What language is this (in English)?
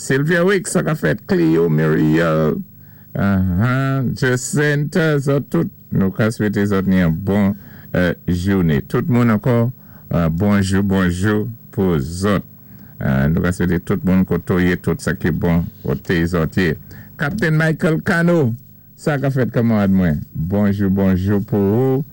Saint Lucian Creole French